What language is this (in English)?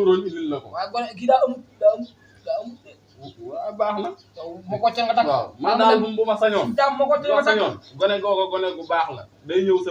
Wolof